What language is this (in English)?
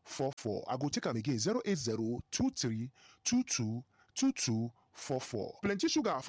Nigerian Pidgin